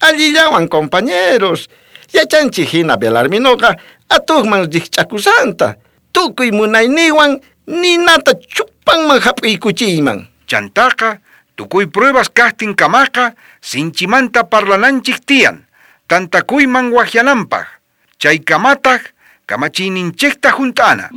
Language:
South Bolivian Quechua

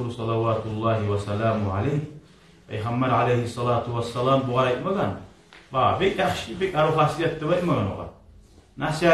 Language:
Kumyk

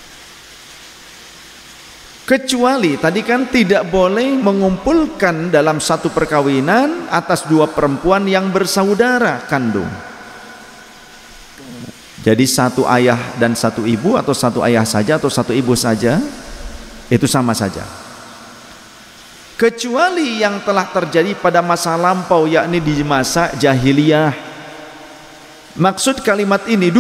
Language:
Indonesian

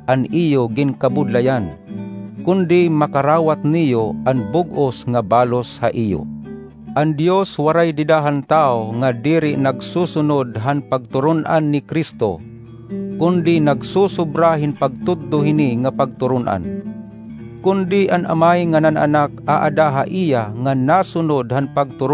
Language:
Waray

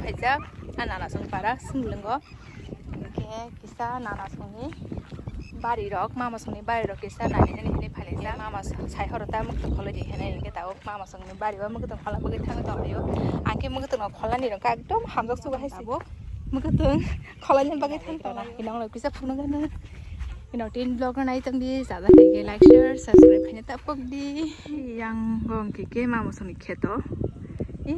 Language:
Kok Borok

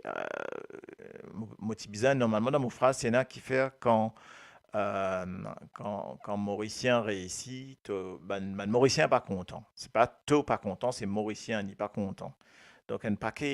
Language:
Morisyen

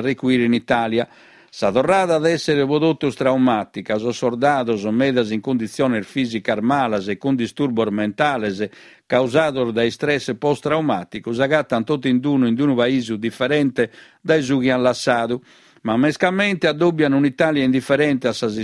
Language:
Sardinian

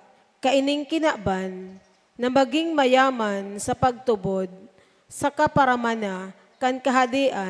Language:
Bikol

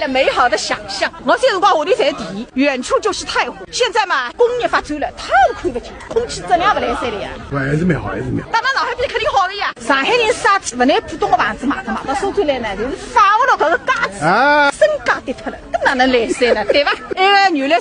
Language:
Wu Chinese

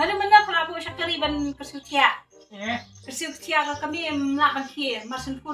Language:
Khasi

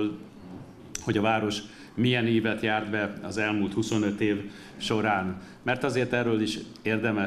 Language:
Hungarian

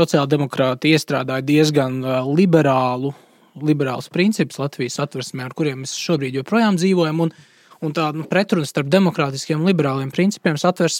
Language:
Latvian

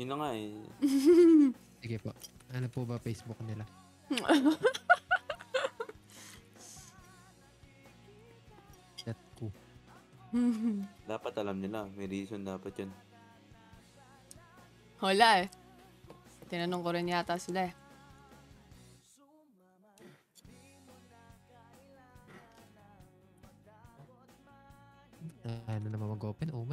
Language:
Filipino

